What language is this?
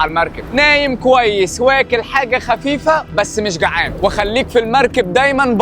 Egyptian Arabic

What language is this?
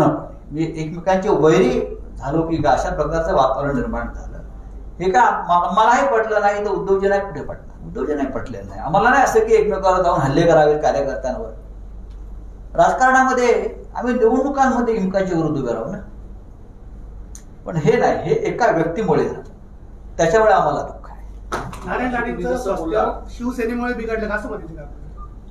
Marathi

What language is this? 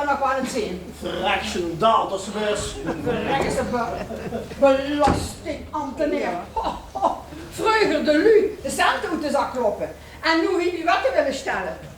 Limburgish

